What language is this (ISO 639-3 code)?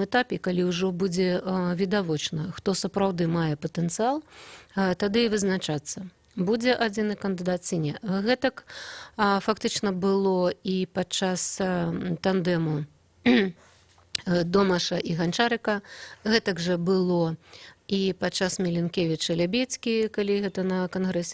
bel